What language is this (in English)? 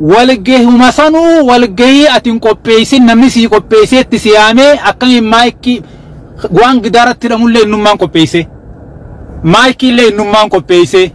Oromo